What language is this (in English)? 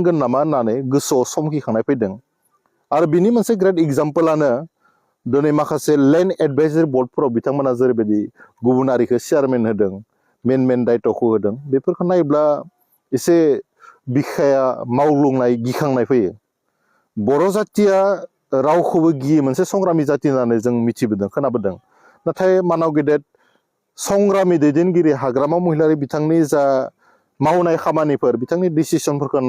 Bodo